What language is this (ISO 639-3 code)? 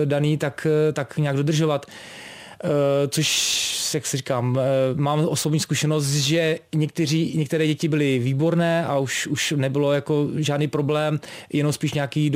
ces